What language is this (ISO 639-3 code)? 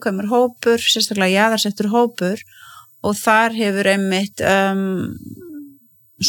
isl